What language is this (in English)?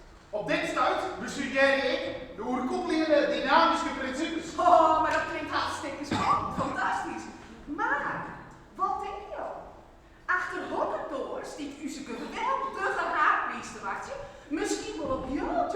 Western Frisian